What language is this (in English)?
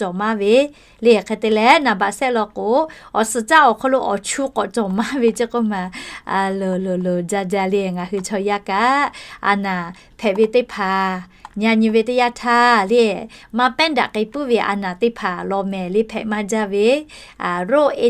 Lahu